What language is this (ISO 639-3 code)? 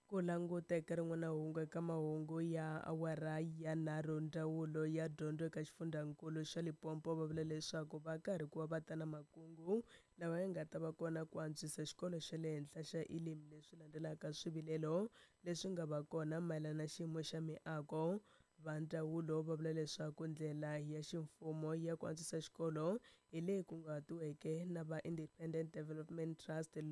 tso